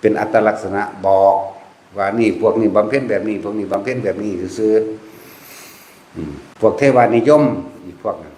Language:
Northeastern Thai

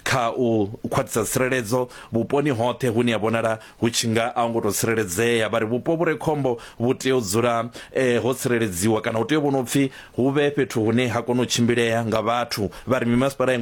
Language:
Venda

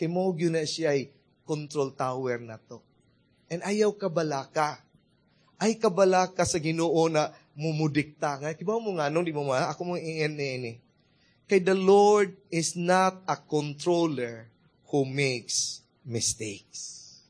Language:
Cebuano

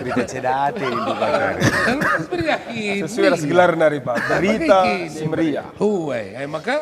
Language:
Batak Karo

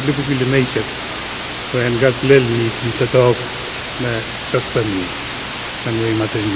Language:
Pohnpeian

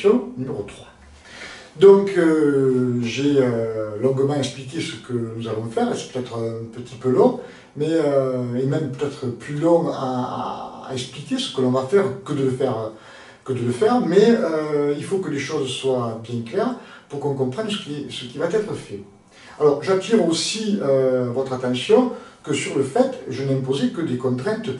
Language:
French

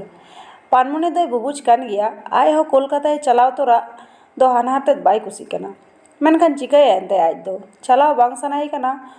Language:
Santali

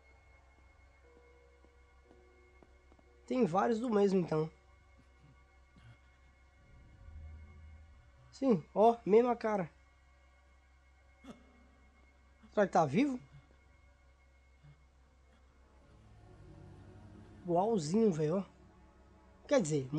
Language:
Portuguese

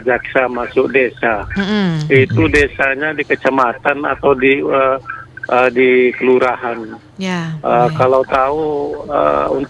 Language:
Indonesian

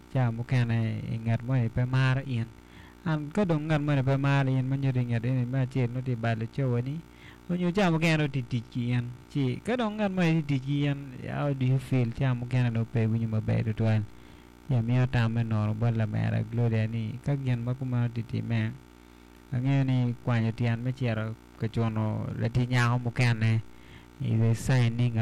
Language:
Acoli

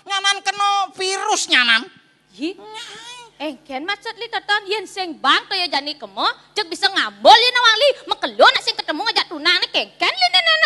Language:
Balinese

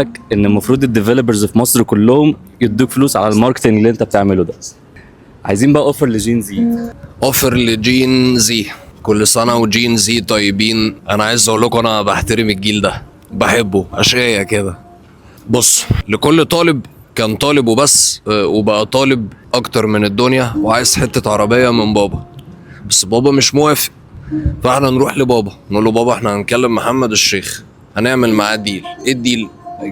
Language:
Egyptian Arabic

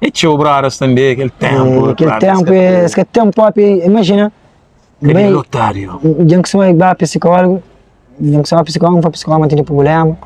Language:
Kabuverdianu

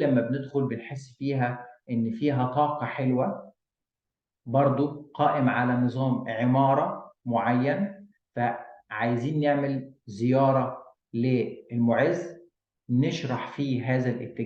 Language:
Egyptian Arabic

